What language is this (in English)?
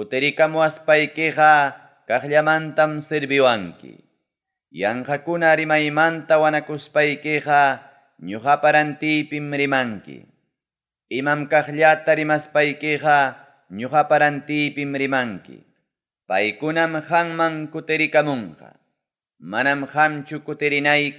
Ayacucho Quechua